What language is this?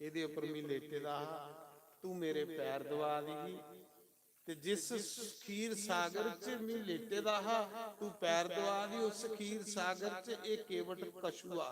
Dogri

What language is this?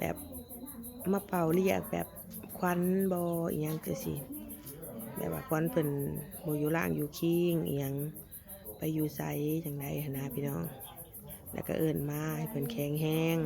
Northeastern Thai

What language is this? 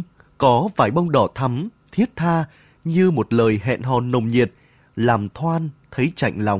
Vietnamese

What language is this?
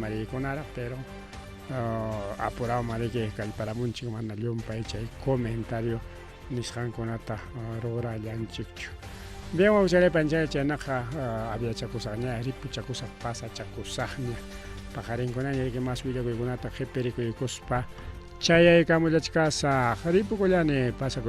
Ayacucho Quechua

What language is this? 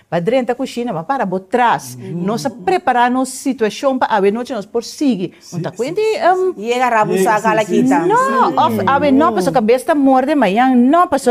Papiamento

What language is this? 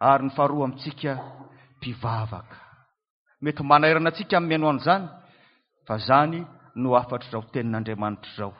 Malagasy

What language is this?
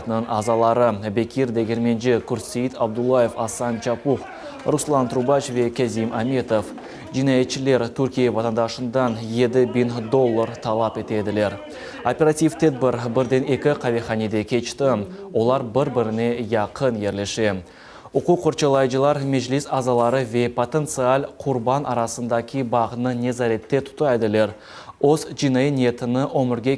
Crimean Tatar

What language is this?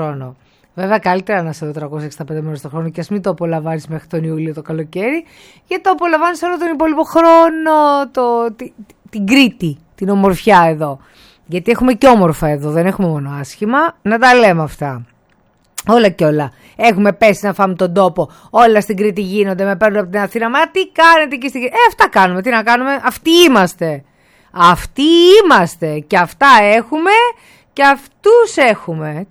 Greek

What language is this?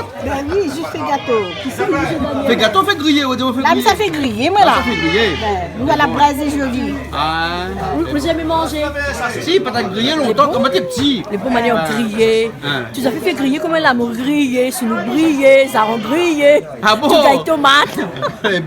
Réunion Creole French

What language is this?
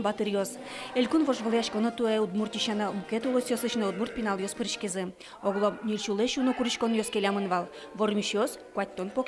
Udmurt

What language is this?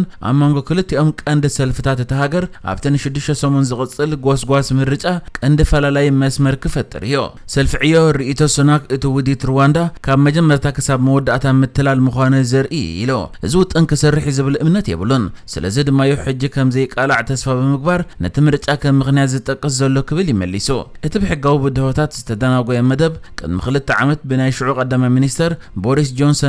Tigrinya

